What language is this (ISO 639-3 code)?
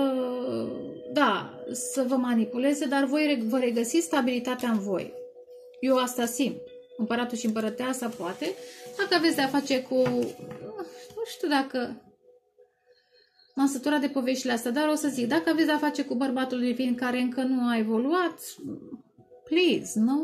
ron